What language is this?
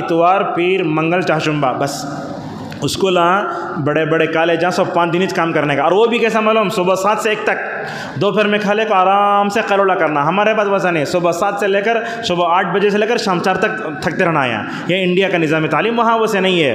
Urdu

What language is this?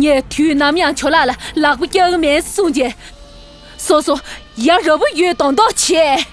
Tibetan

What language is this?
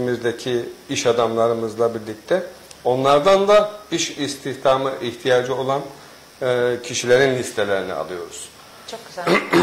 Turkish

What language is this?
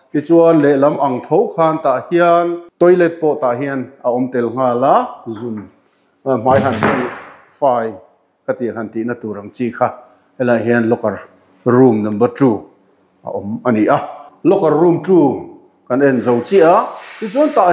Mizo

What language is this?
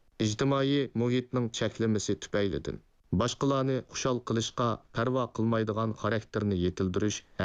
Uyghur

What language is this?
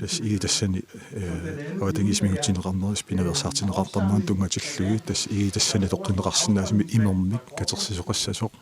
Kalaallisut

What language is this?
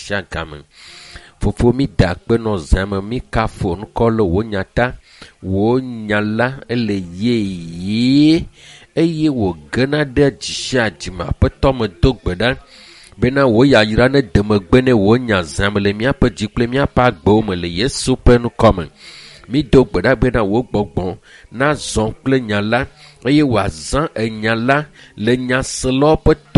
Ewe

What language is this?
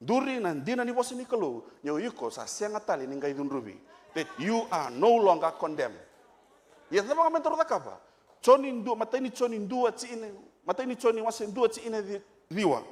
Fijian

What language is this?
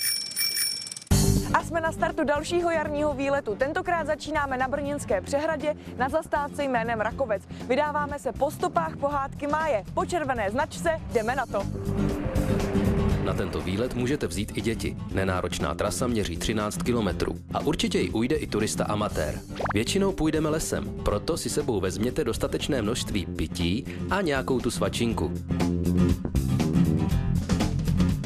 Czech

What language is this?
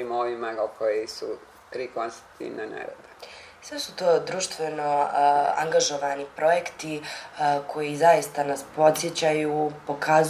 Bosnian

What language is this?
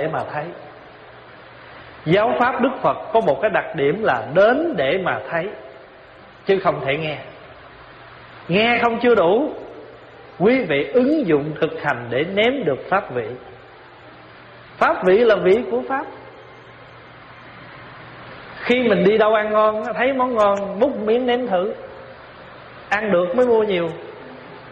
Vietnamese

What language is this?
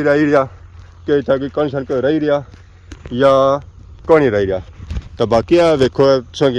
Pahari-Potwari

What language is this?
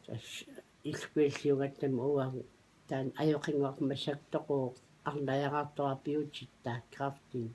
Kalaallisut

